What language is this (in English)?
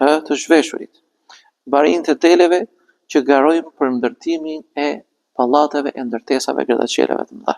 Albanian